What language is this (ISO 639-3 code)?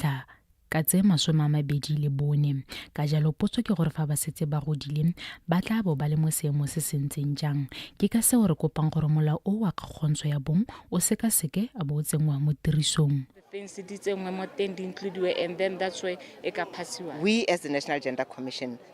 tsn